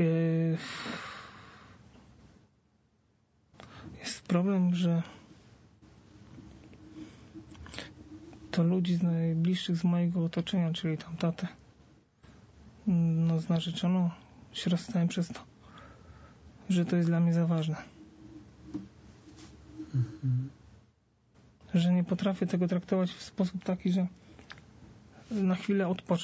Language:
Polish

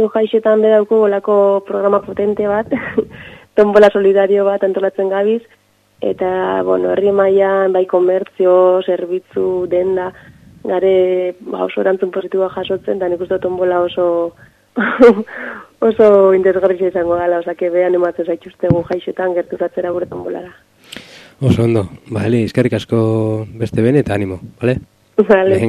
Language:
Basque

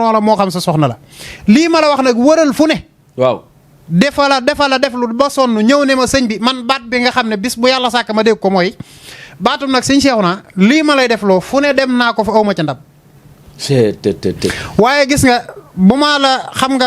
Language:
Wolof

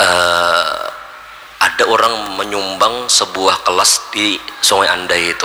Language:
Banjar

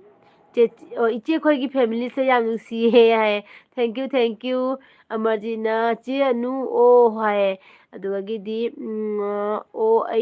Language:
Manipuri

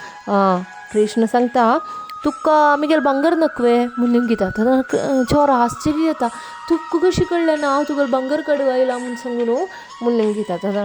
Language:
Konkani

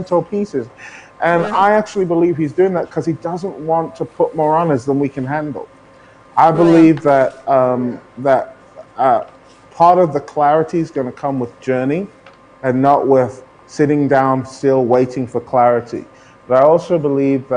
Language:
English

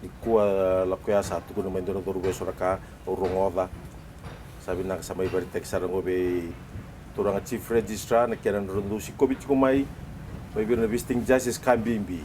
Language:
Fijian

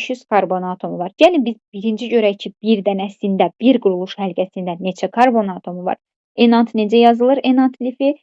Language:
Azerbaijani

